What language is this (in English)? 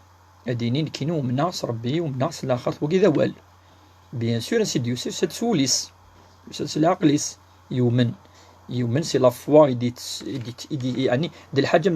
Kabyle